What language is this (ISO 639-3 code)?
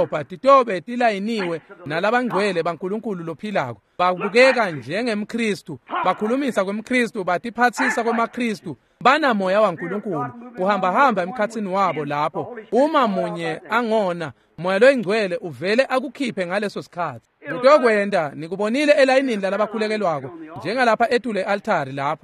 ssw